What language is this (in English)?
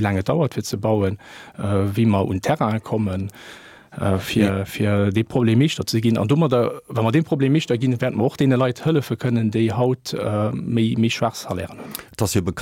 Luxembourgish